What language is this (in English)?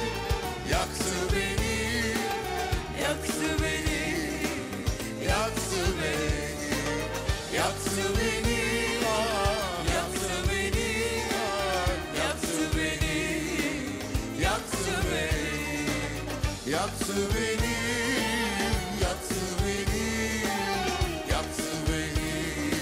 Turkish